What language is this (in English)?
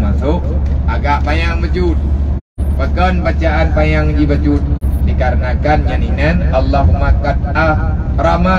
Achinese